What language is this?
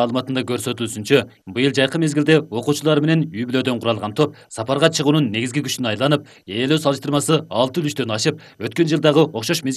Kyrgyz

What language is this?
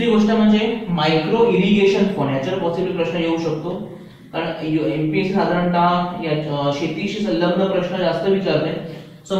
Marathi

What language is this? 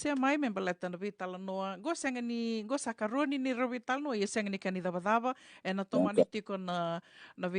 Fijian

